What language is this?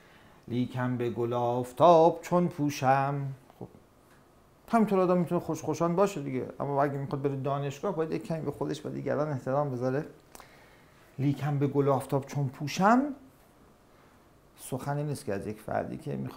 Persian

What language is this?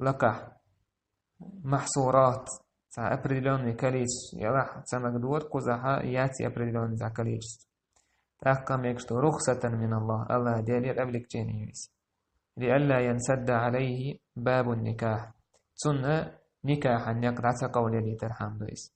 Chechen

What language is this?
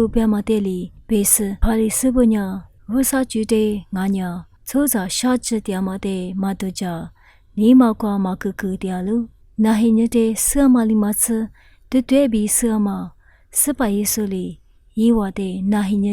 Lisu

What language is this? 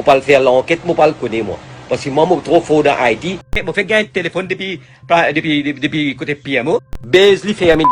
Morisyen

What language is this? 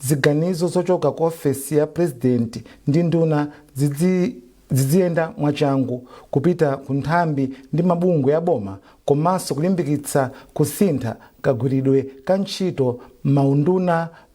Nyanja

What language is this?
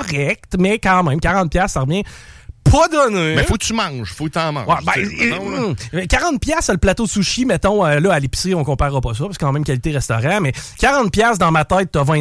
French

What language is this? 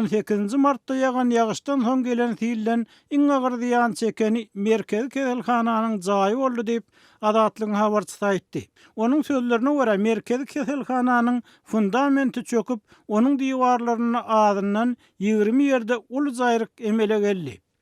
Turkmen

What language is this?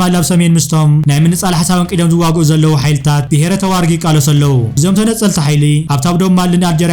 Tigrinya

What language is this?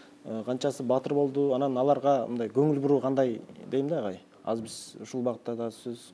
Kyrgyz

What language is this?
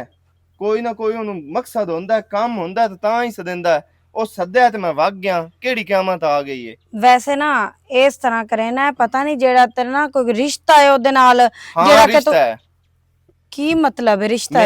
Western Panjabi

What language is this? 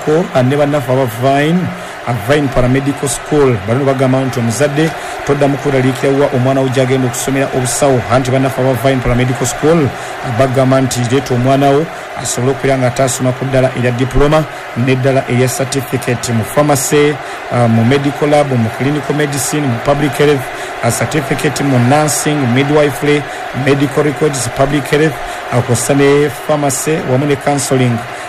Ganda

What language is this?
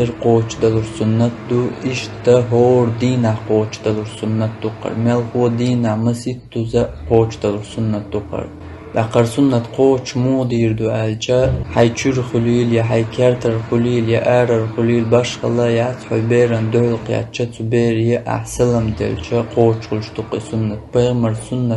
Chechen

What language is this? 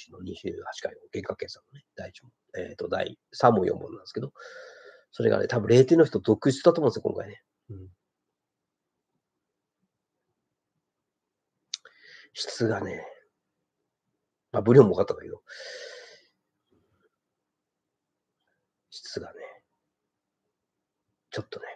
Japanese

